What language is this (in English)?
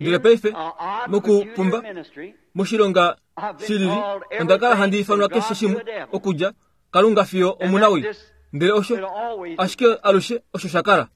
Kuanyama